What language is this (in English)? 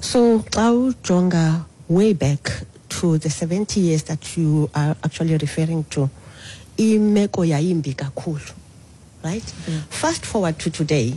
Xhosa